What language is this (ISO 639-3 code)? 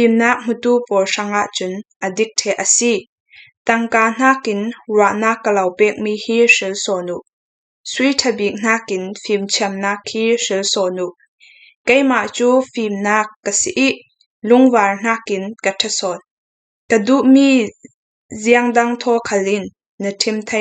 cfm